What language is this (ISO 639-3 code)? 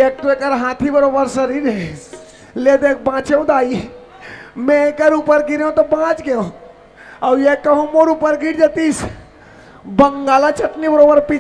hne